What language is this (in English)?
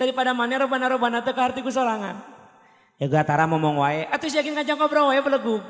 Sundanese